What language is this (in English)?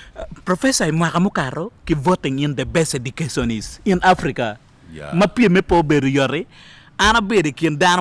Acoli